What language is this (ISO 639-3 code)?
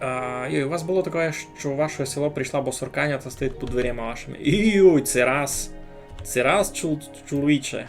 rue